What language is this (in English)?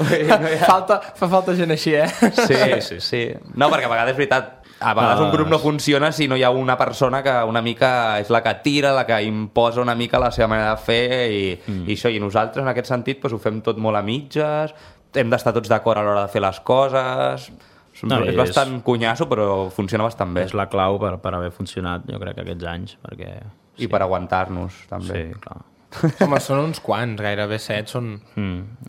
Catalan